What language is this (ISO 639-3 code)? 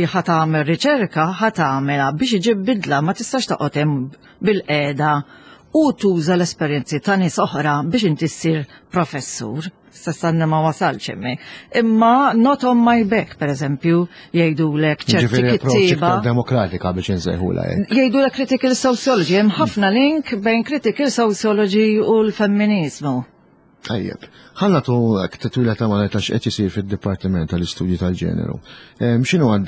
mlt